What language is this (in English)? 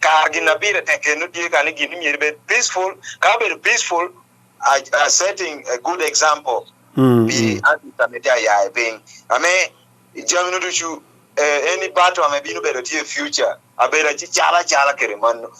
Acoli